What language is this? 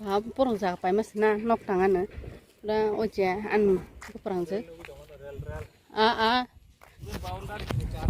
Kok Borok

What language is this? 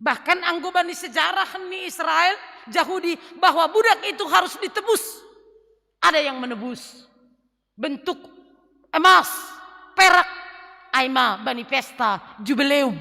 Batak Simalungun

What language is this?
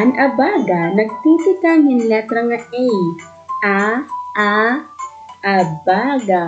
Waray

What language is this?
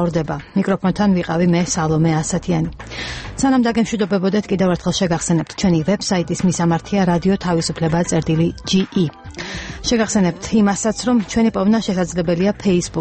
Georgian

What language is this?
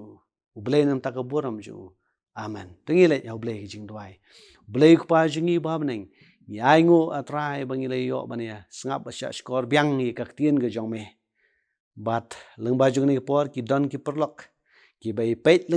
Khasi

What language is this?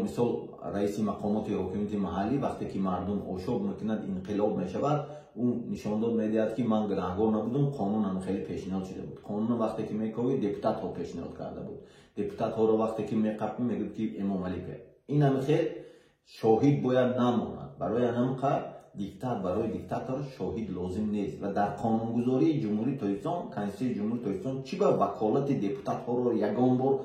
Tajik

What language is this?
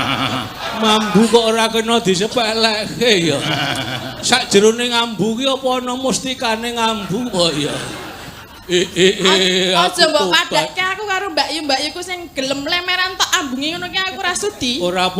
Javanese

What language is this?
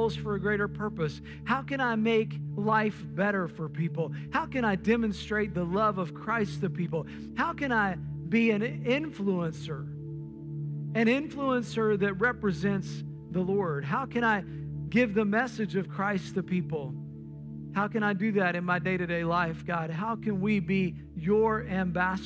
English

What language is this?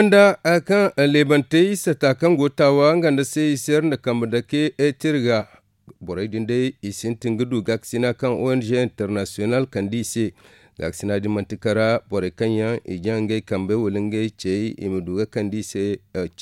Zarma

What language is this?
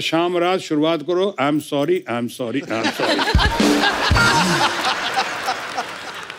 Hindi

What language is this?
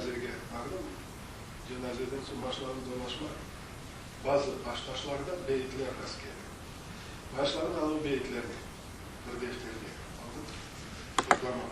Crimean Tatar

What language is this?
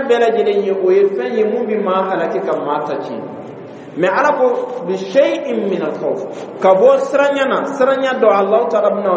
Dyula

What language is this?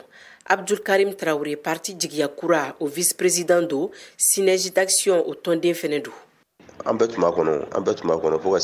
Bambara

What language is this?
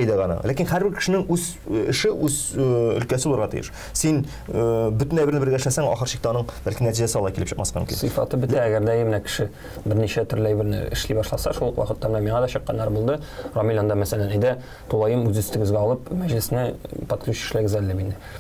Tatar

